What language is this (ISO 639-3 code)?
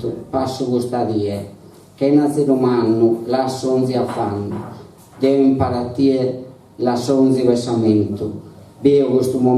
srd